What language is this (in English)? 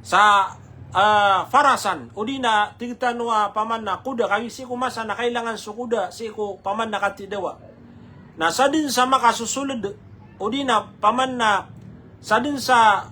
Maranao